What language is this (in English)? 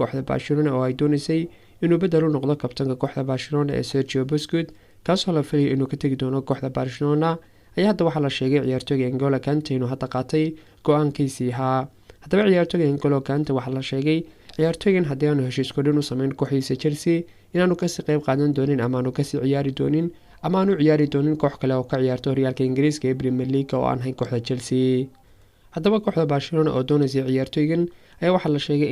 Somali